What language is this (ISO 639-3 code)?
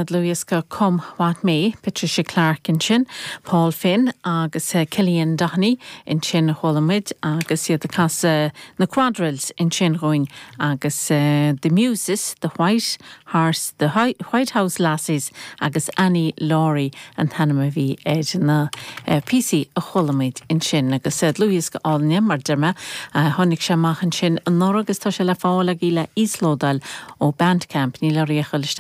gle